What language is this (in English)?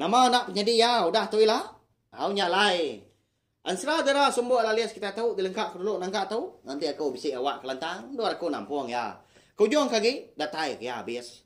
Iban